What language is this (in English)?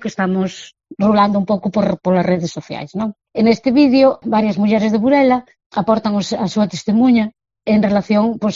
Galician